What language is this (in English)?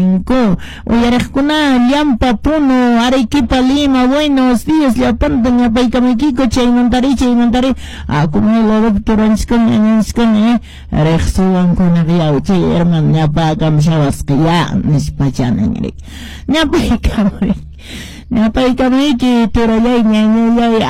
Quechua